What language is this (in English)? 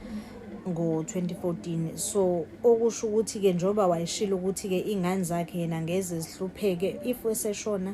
Zulu